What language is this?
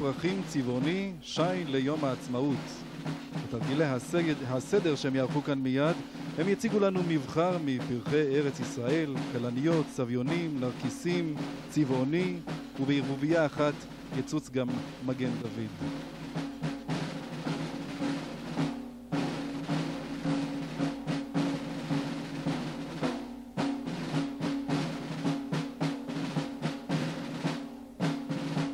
Hebrew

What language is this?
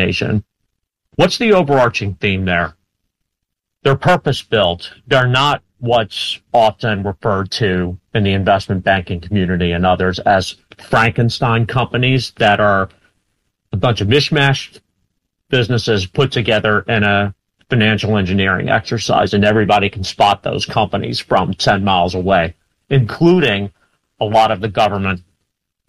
English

